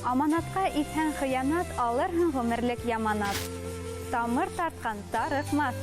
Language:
Bashkir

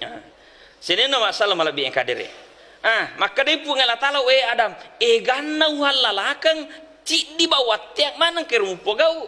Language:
Buginese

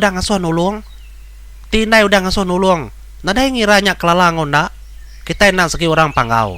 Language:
Iban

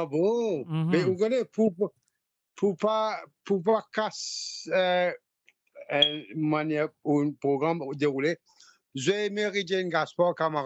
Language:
Morisyen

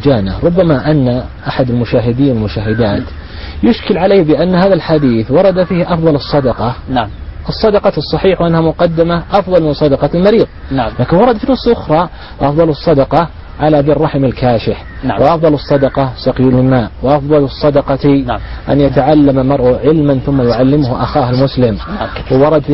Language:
Arabic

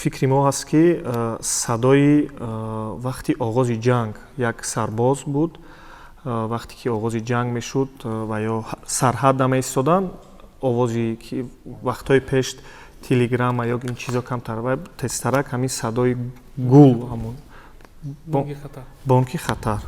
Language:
Tajik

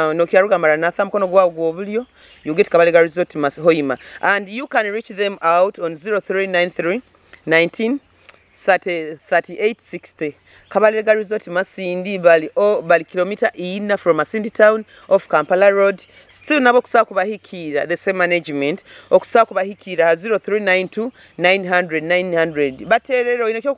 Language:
Nyoro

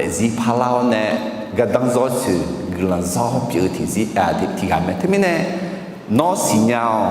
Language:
Akha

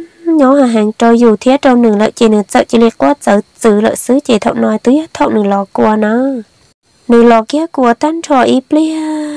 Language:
Vietnamese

